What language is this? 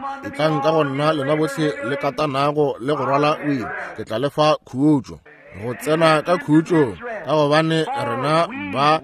Northern Sotho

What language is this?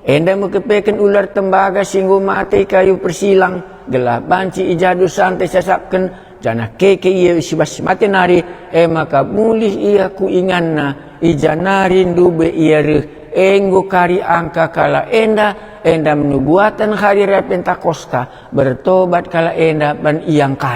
Batak Karo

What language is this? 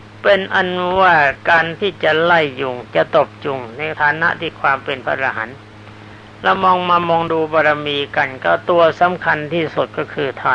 Thai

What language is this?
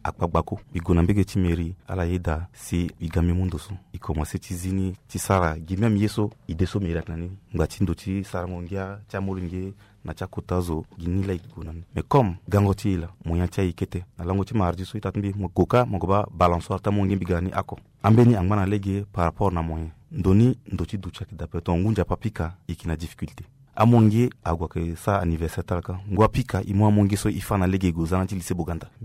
Sango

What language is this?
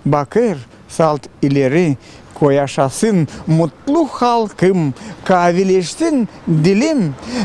Gagauz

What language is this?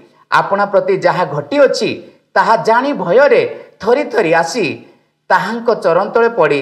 Odia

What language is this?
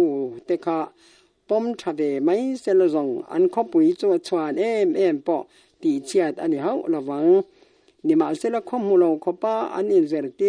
Mizo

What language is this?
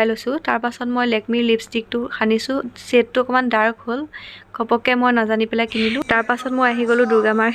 Assamese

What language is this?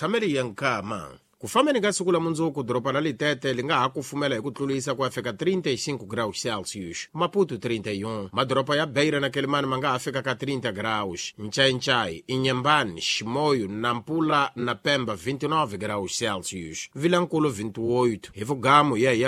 Tsonga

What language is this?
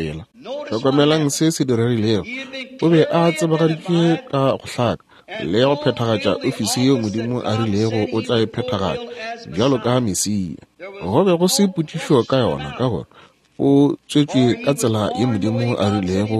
Northern Sotho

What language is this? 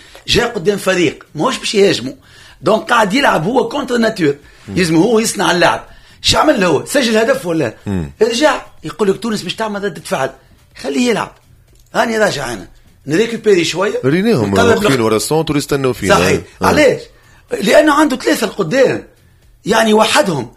Tunisian Arabic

